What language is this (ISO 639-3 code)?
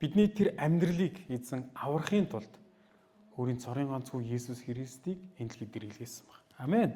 mon